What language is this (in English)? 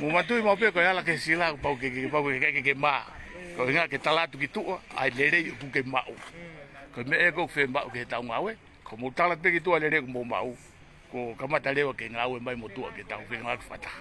Tongan